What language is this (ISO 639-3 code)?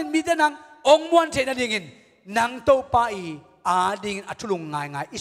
ctd